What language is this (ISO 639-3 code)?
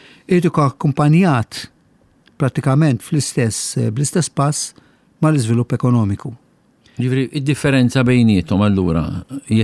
mlt